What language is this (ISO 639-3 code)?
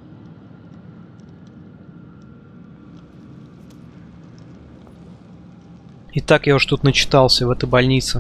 rus